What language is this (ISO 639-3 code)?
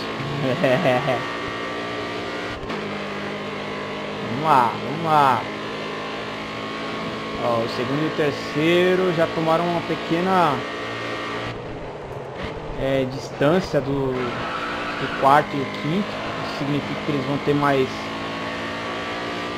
por